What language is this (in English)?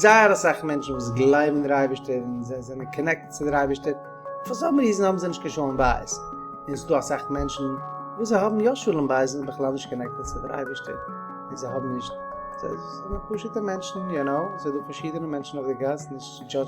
Yiddish